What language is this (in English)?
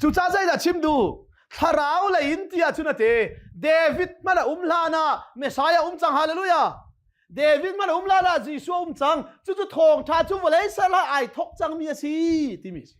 Hakha Chin